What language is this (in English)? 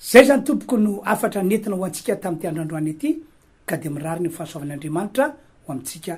Malagasy